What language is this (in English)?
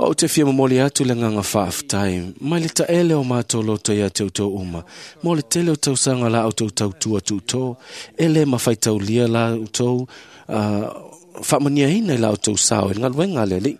Samoan